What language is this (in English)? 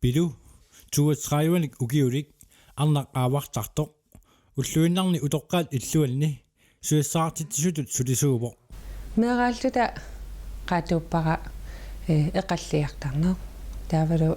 Kalaallisut